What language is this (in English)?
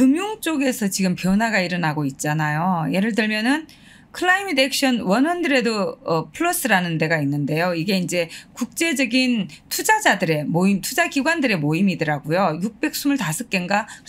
Korean